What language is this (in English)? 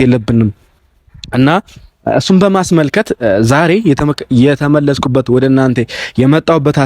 Amharic